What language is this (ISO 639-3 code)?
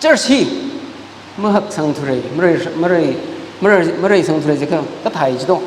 nmf